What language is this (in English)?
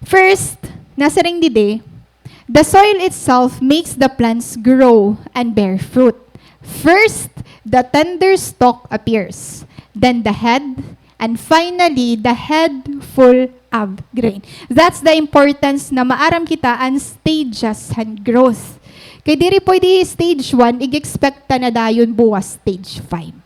Waray